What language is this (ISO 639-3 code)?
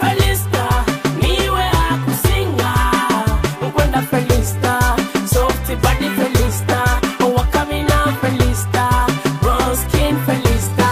nyo